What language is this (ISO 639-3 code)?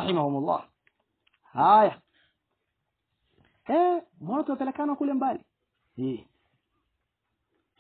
swa